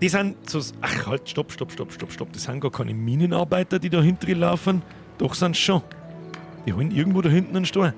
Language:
Bavarian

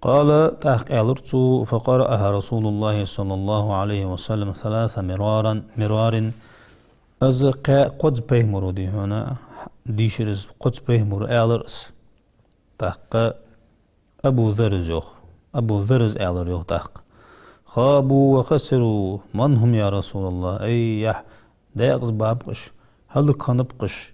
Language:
Ingush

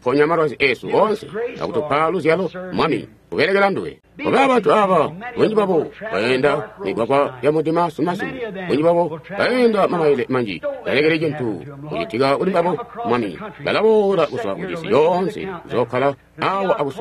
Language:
Tonga (Zambia)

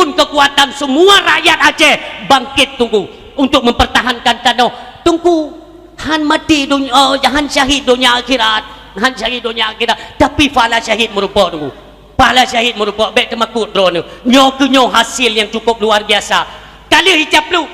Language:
Achinese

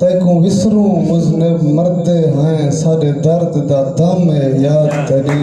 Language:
Saraiki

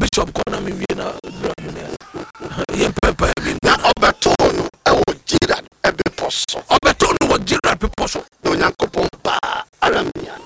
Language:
Akan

